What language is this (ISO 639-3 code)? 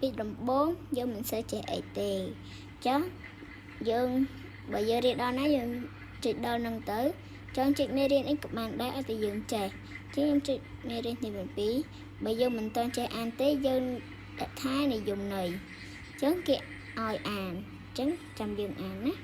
khm